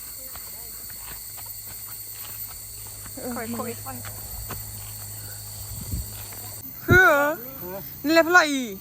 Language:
S'gaw Karen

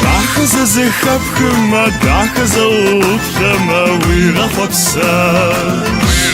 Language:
Kabardian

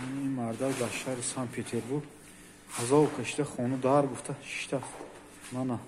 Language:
Tajik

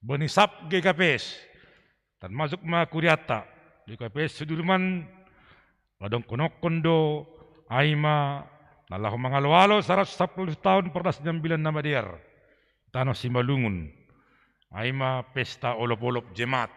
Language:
Batak Simalungun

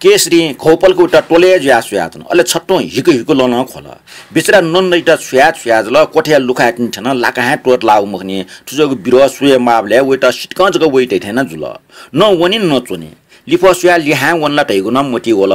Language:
Newari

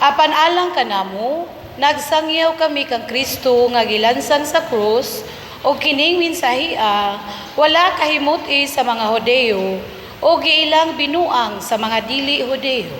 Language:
Cebuano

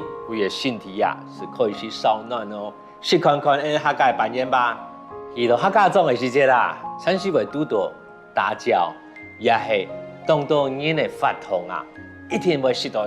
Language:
Hakka Chinese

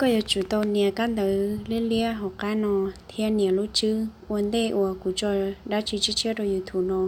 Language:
Hmong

